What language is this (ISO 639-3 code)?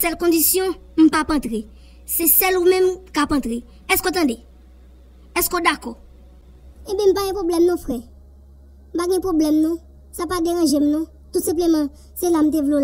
hat